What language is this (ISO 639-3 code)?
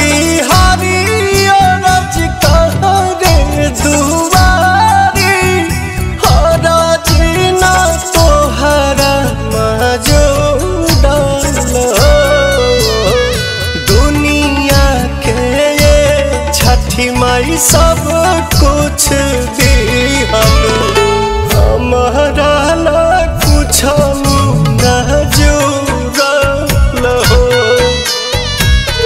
bho